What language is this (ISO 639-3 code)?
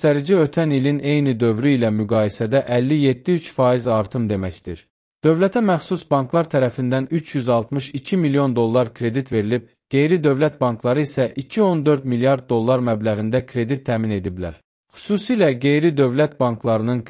aze